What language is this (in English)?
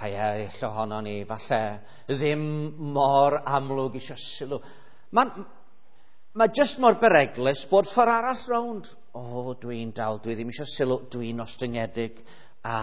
Welsh